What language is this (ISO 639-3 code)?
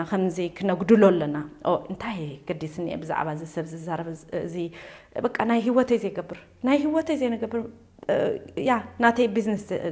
tir